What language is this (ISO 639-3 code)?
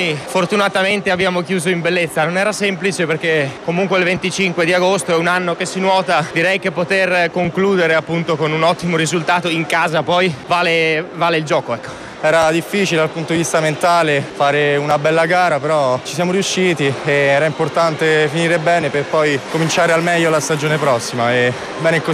ita